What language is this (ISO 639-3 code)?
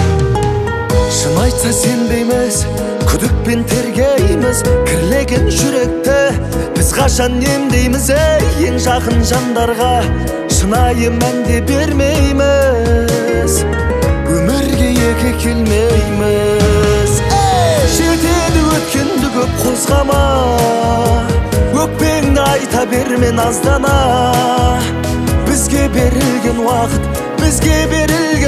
kaz